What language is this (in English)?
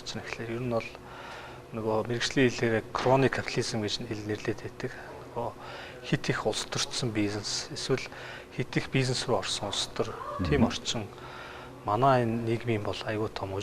Mongolian